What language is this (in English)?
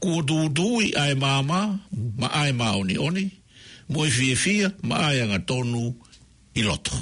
Tongan